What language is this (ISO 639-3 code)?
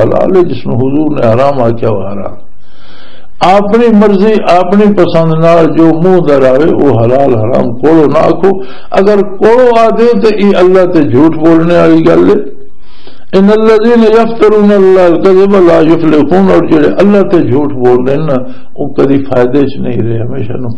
lah